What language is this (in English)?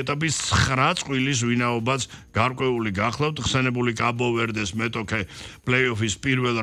Georgian